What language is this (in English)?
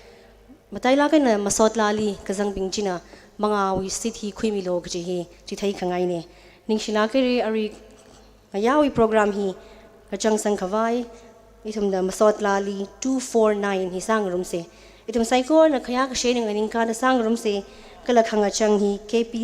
Tangkhul Naga (India)